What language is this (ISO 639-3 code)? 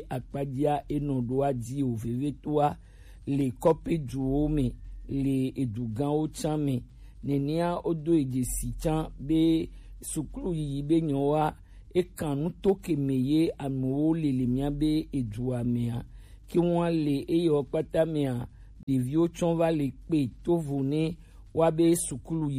gej